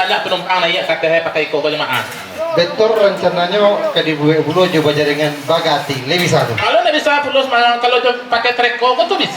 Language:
Minangkabau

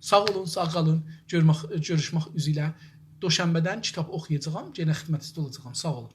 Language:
South Azerbaijani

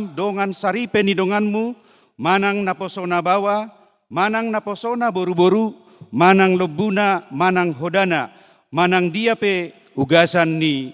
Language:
Batak Toba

